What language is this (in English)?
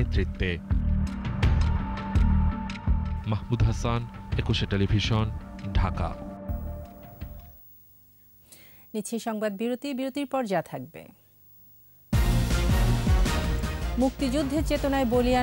Bangla